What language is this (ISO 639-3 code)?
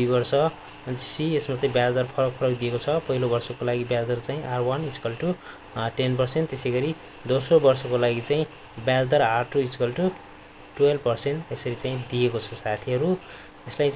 nep